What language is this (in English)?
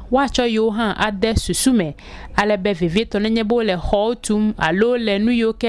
Ewe